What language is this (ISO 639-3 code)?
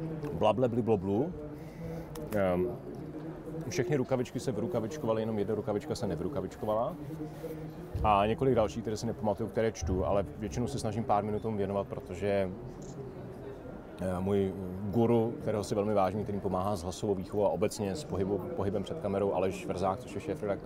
ces